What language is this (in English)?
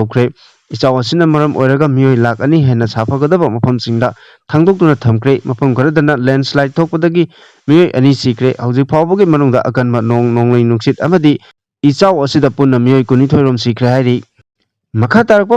Manipuri